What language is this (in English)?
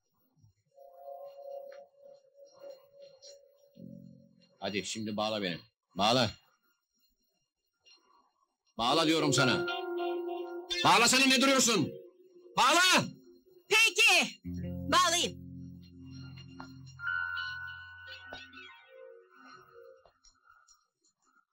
Turkish